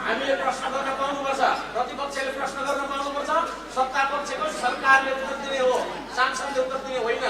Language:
Nepali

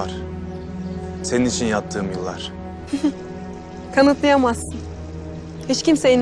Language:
Turkish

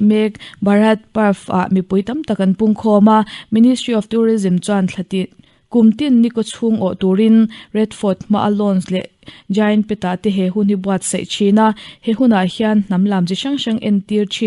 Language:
Mizo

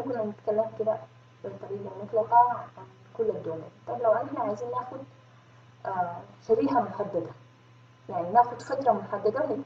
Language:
Egyptian Arabic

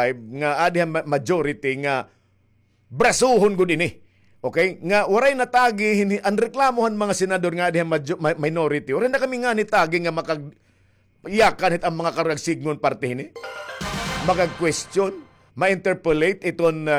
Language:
Waray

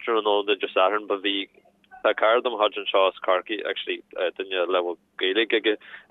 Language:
Irish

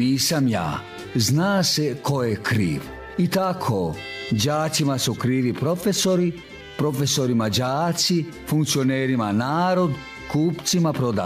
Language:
Serbian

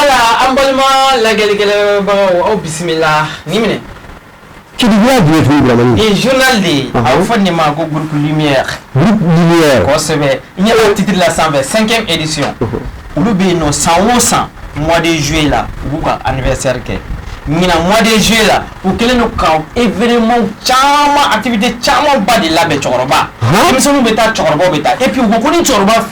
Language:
Bambara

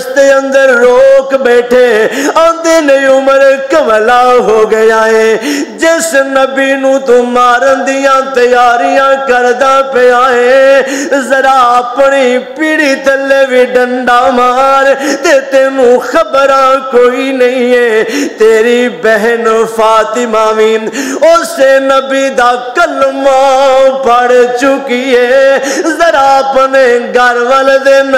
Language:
Western Panjabi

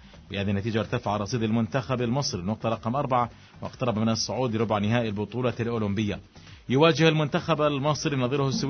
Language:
Arabic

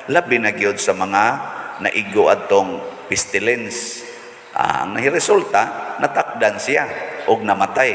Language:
Cebuano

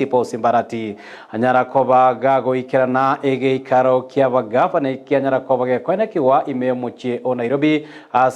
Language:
Gusii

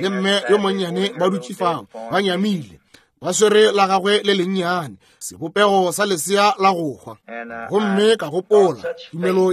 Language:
Northern Sotho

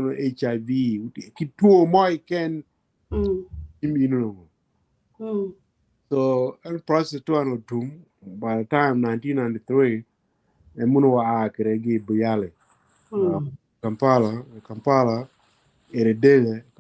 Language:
Acoli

